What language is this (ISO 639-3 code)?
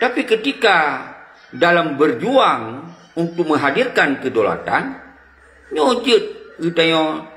ace